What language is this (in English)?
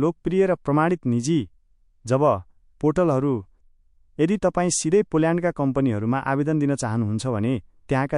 Nepali